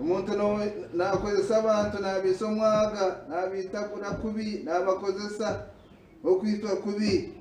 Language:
Nyankole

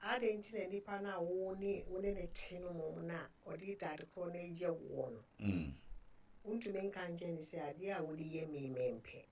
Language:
Akan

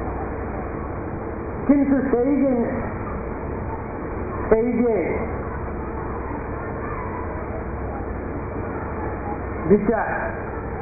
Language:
Bangla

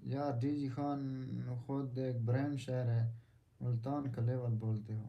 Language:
Saraiki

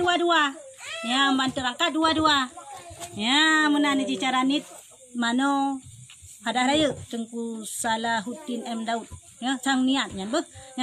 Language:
Achinese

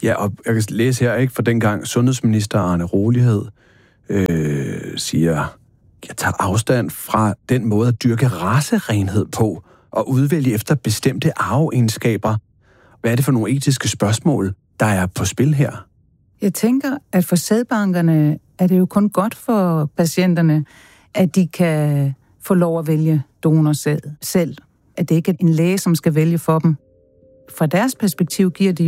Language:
Danish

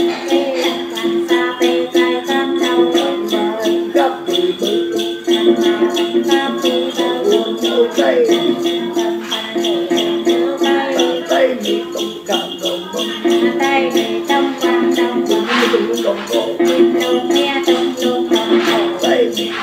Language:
Vietnamese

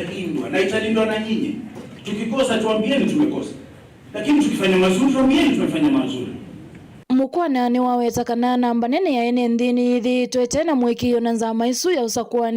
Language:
Kamba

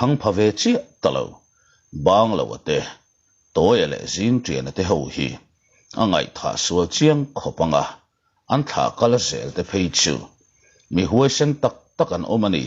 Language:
Mizo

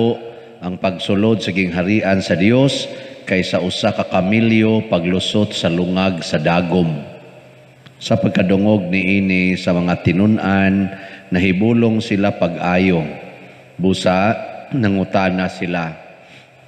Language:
Cebuano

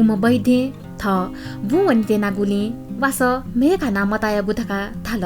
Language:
Newari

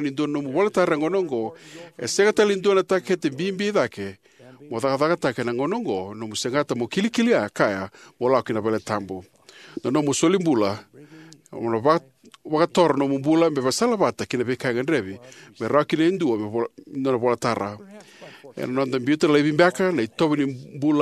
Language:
Fijian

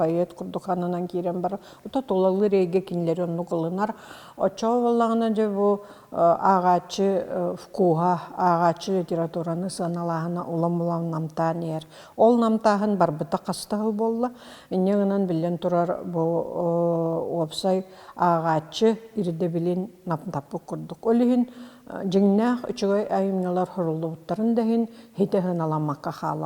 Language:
Yakut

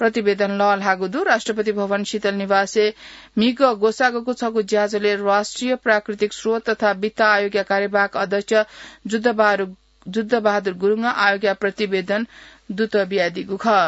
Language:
Newari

